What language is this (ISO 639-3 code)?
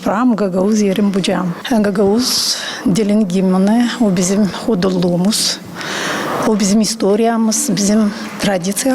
gag